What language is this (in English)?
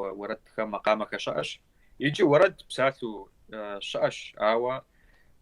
Kabardian